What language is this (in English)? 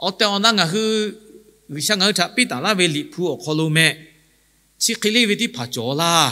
Lahu